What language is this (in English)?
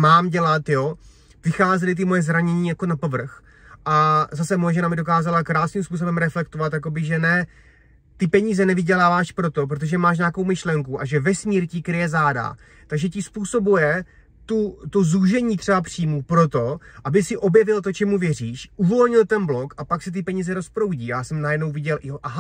Czech